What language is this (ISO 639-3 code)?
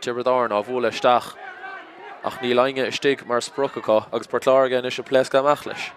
gle